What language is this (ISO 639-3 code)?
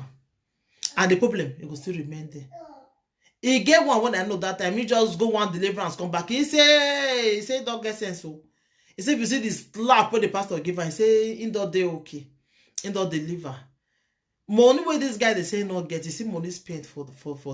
pcm